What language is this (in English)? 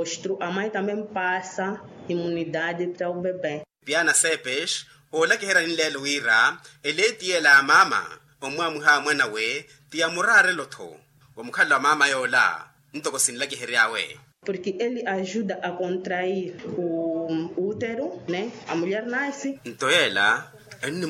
Makhuwa